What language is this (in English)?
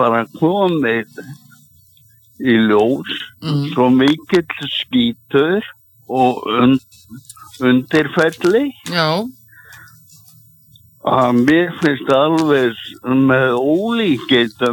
Icelandic